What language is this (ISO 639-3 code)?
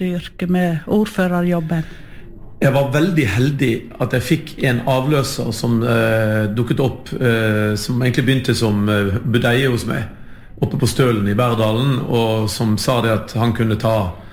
nor